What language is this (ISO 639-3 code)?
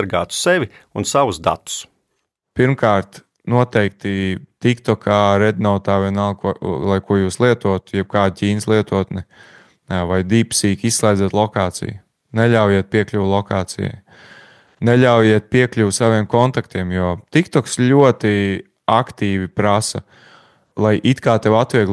lav